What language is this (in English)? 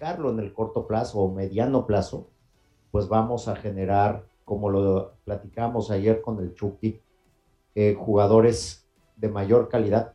Spanish